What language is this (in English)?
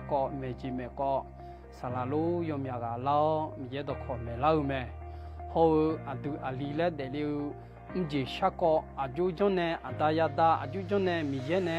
Akha